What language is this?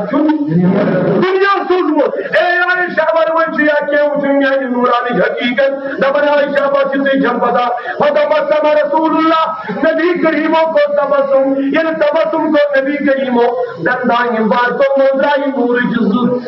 Kashmiri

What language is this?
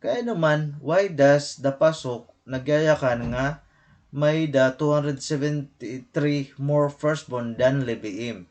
Waray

